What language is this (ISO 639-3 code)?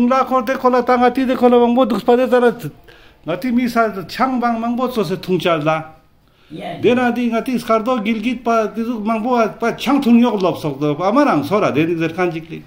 lbj